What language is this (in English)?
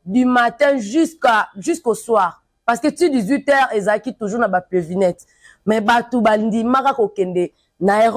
Lingala